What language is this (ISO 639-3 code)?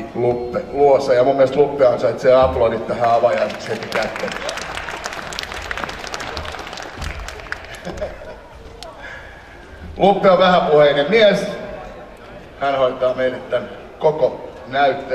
fin